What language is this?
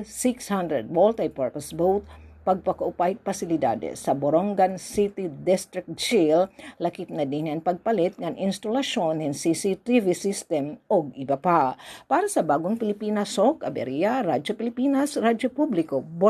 Waray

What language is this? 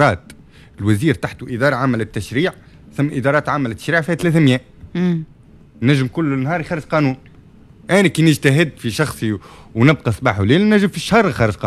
Tunisian Arabic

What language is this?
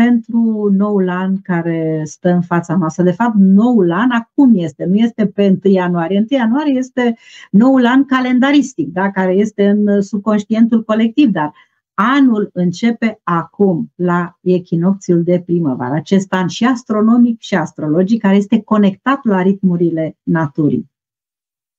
Romanian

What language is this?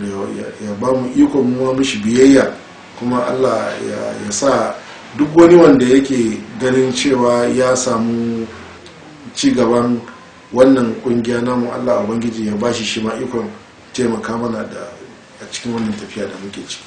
Hausa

